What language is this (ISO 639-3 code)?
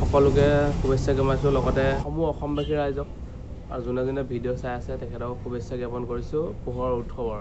asm